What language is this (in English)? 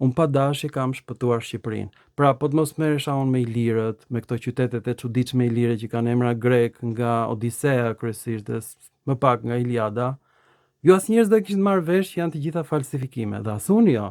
Albanian